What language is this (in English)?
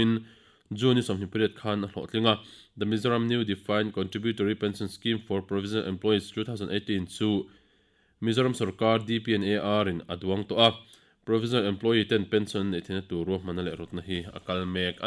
Mizo